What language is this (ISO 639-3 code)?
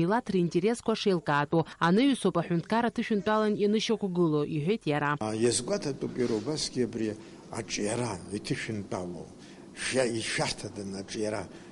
abk